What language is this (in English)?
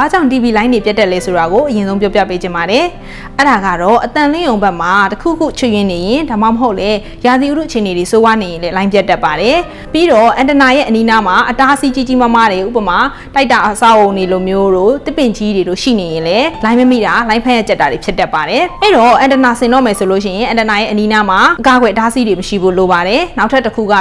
Burmese